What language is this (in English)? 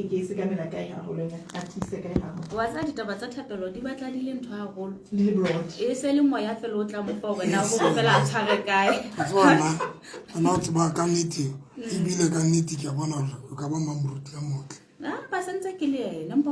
Southern Sotho